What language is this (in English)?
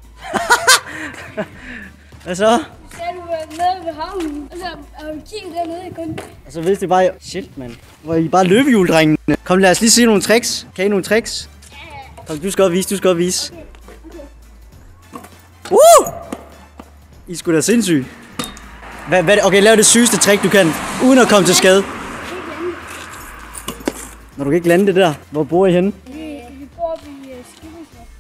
Danish